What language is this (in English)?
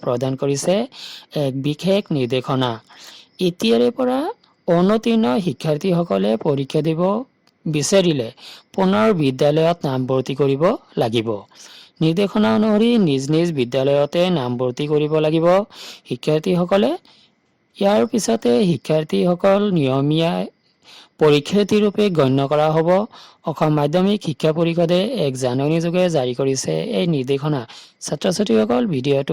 Assamese